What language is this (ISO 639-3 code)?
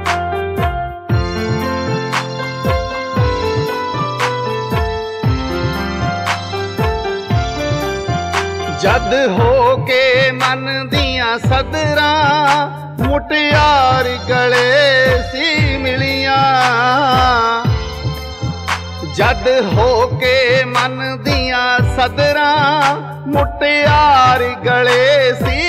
pan